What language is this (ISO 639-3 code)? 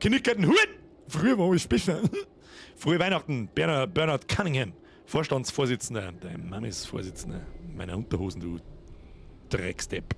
bar